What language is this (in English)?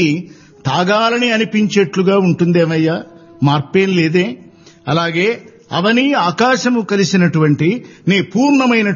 Telugu